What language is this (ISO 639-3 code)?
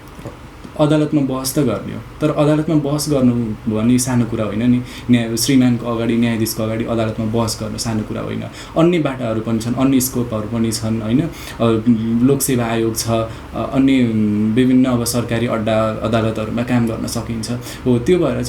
nep